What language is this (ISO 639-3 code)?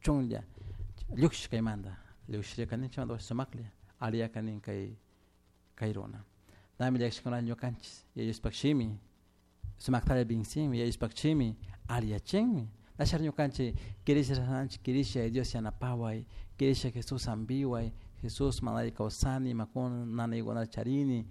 qug